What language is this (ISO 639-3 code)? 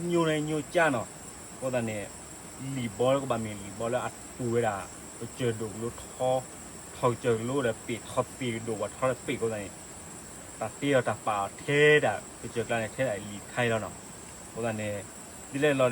ksw